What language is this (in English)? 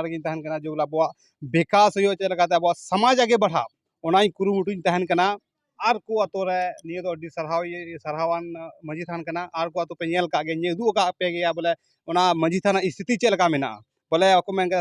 Santali